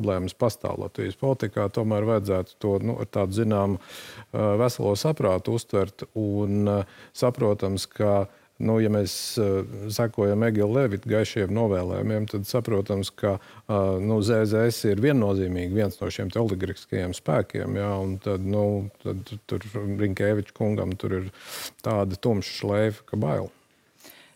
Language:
Latvian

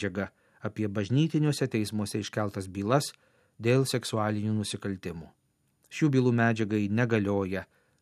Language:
Lithuanian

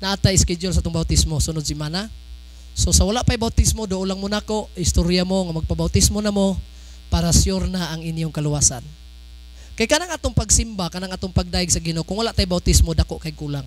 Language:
Cebuano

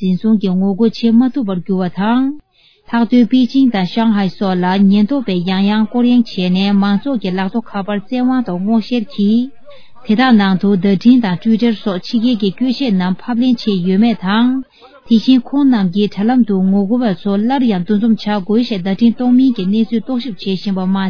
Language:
Tibetan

